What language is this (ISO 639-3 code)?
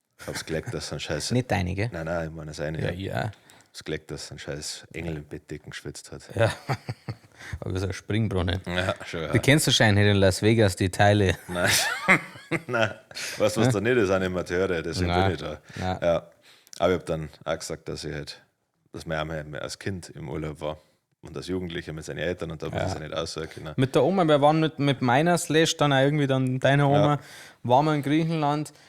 bar